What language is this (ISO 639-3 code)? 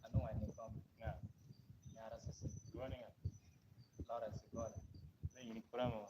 laj